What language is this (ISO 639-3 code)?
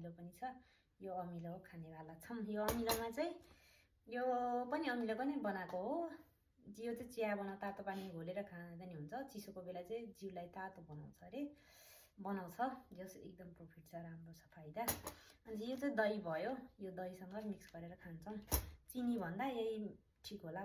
nep